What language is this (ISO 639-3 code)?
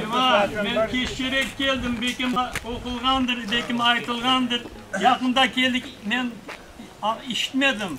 crh